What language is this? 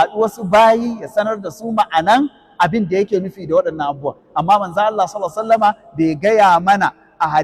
Hausa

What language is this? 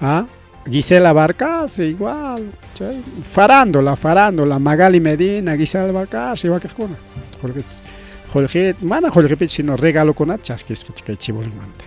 Ayacucho Quechua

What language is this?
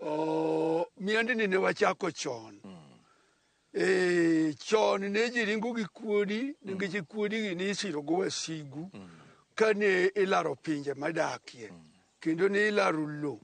Luo (Kenya and Tanzania)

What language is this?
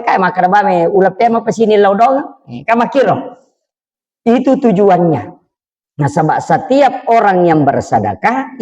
Buginese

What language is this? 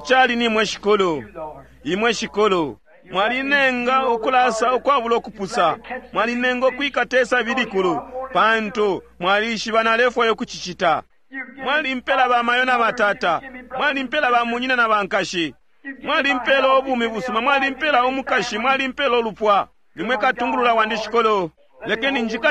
Bemba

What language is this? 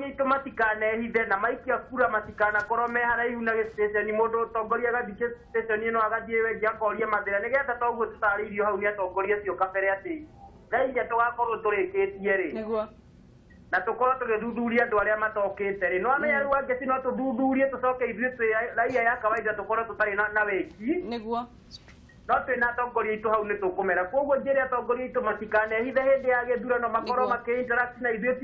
Kikuyu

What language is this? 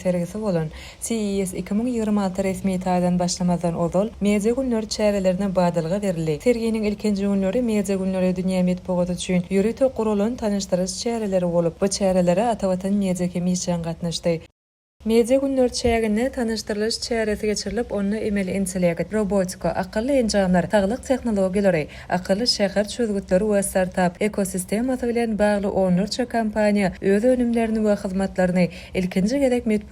Turkmen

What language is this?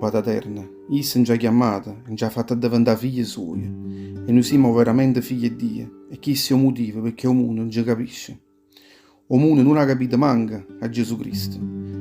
Neapolitan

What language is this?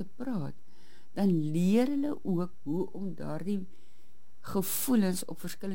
Afrikaans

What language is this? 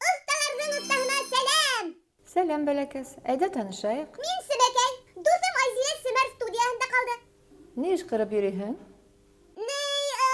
Bashkir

